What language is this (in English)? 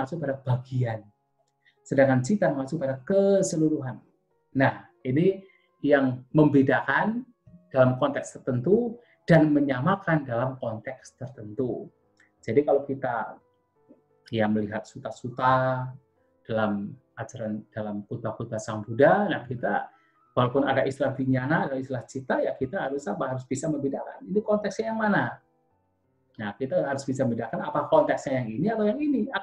Indonesian